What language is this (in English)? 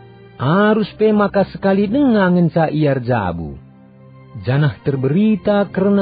Batak Karo